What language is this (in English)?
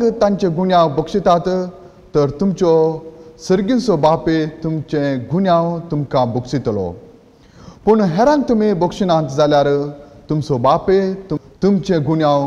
Konkani